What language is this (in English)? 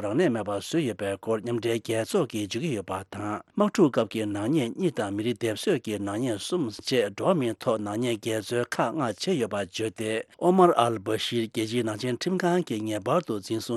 Tibetan